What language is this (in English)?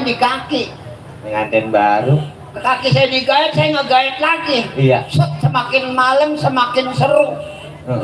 Betawi